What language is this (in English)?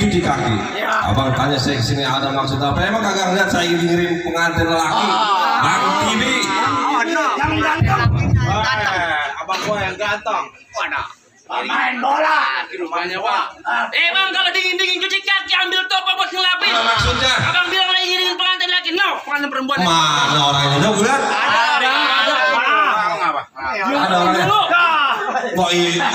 Betawi